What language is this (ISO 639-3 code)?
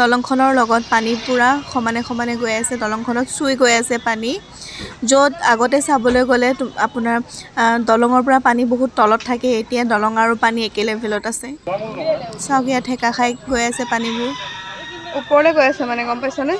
asm